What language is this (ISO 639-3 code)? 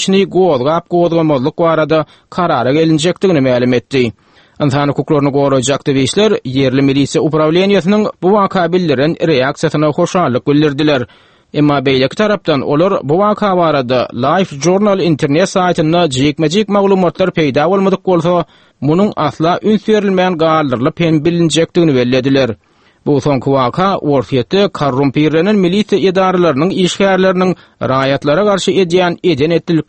tuk